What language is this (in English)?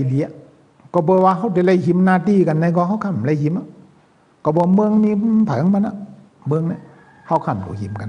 Shan